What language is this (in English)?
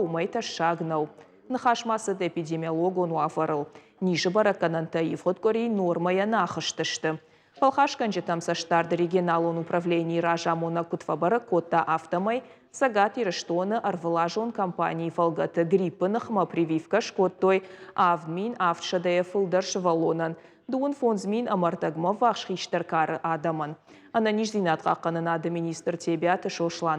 Ossetic